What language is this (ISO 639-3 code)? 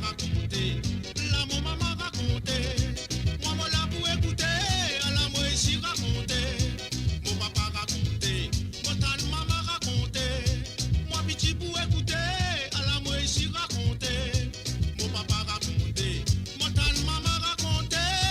mfe